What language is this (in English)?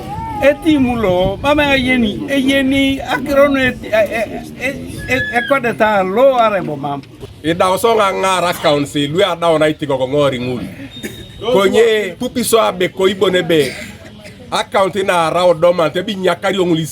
Teso